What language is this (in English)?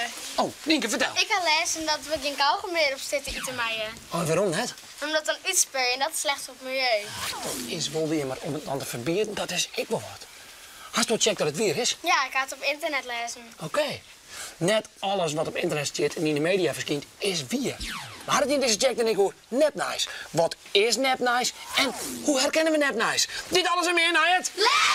Western Frisian